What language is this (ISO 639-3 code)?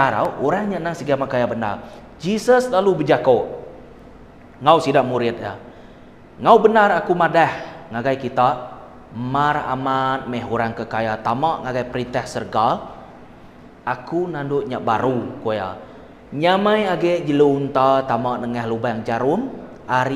iba